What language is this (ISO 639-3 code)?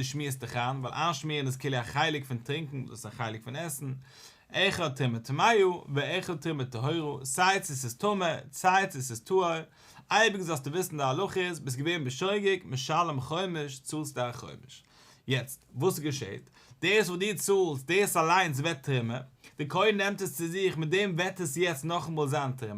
yid